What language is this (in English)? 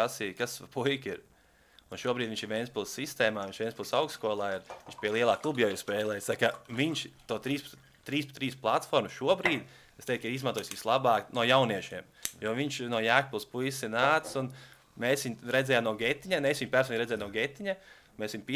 Latvian